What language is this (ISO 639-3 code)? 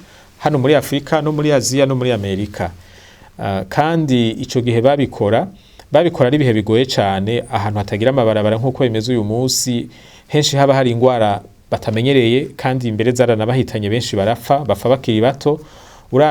run